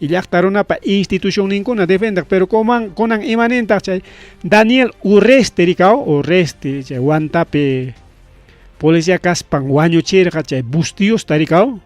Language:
Ayacucho Quechua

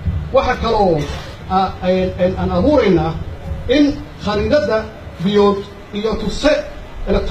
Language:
Somali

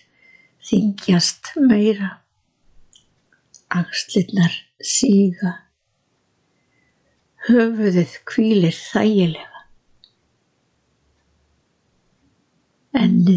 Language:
Icelandic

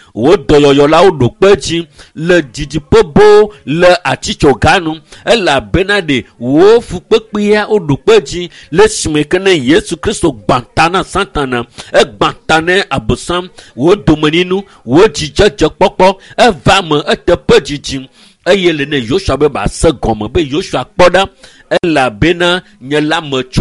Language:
Ewe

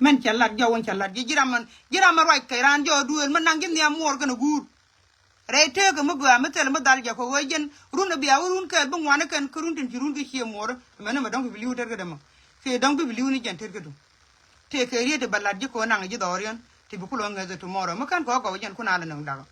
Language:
Nuer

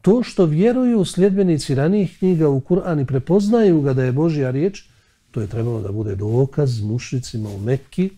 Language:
Bosnian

